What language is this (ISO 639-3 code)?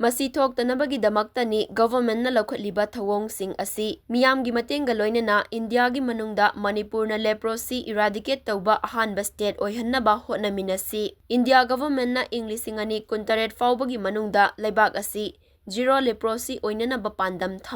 mni